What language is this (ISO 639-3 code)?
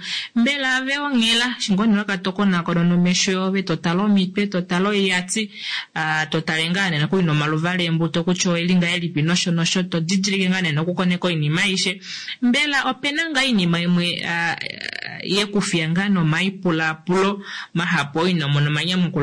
kua